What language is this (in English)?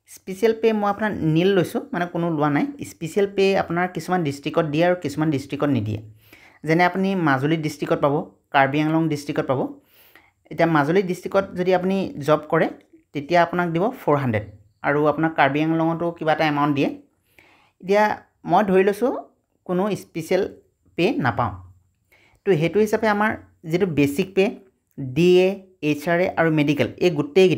Assamese